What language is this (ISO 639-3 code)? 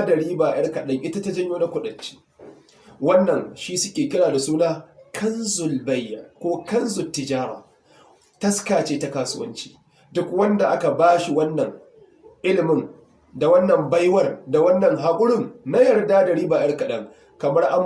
hau